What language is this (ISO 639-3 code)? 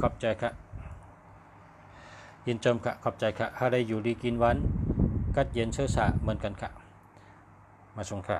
shn